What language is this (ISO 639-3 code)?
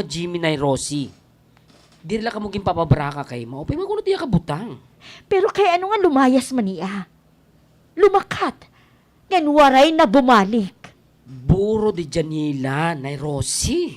war